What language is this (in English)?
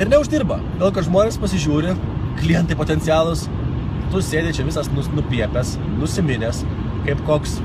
Lithuanian